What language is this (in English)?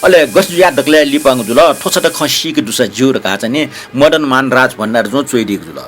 Newari